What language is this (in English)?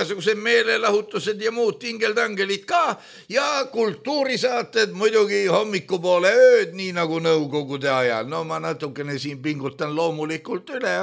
Estonian